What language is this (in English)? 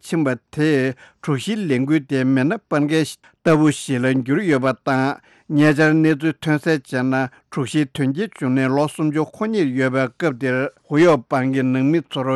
Tibetan